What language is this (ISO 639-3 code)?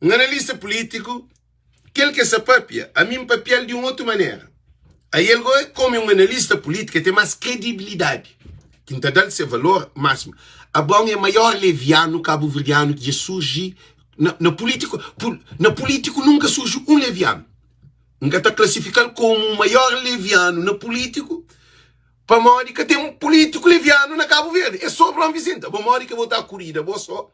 kea